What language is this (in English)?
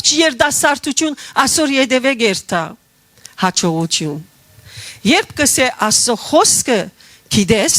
Western Armenian